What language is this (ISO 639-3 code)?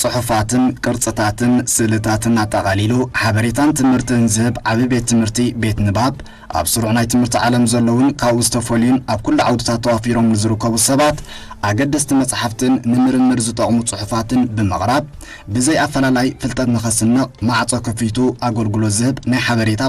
tir